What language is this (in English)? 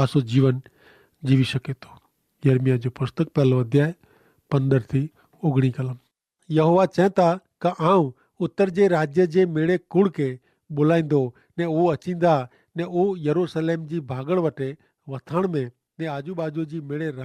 Kachhi